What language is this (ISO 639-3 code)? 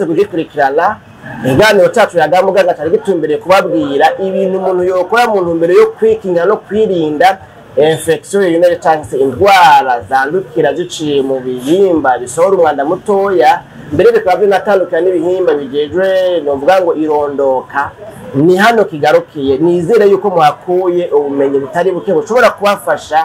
run